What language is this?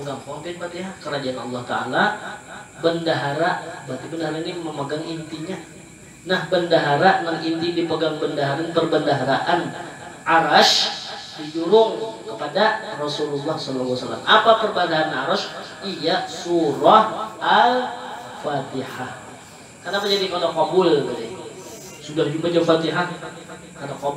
Banjar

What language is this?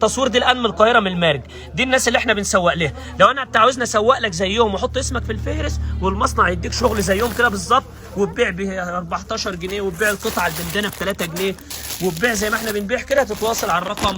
Egyptian Arabic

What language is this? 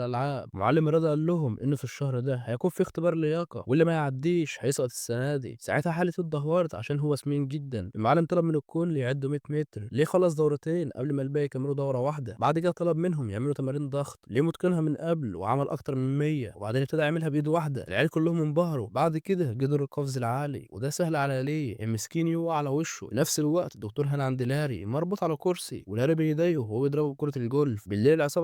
Egyptian Arabic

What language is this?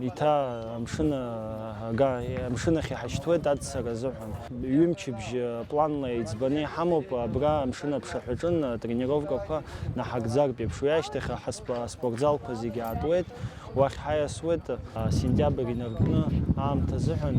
Abkhazian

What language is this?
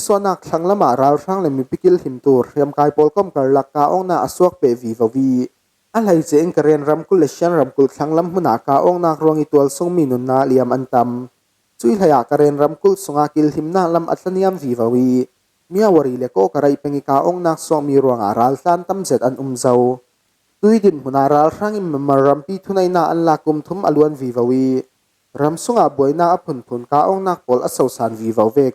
Falam Chin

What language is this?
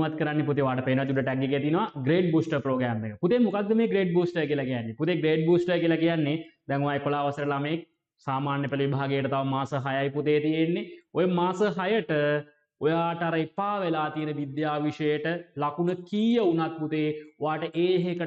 Sinhala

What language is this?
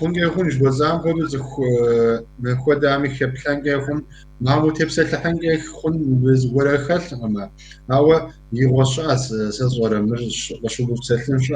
Kabardian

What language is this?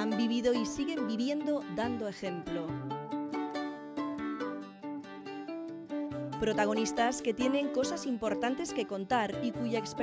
Spanish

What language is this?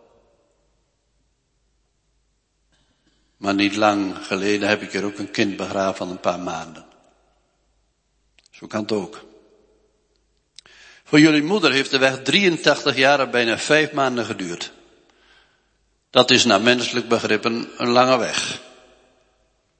Dutch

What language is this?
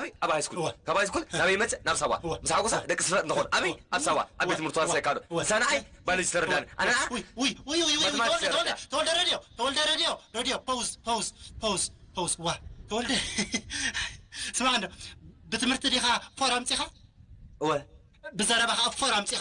Tigrinya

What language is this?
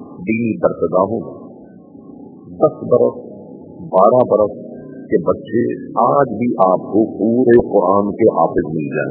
Urdu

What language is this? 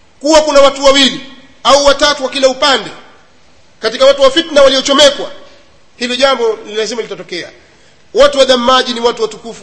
Swahili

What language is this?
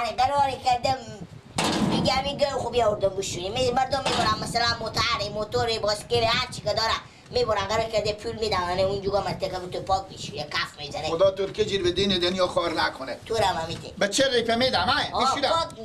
Persian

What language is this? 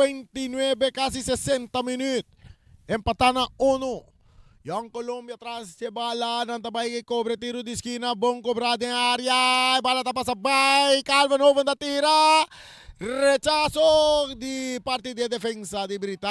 Papiamento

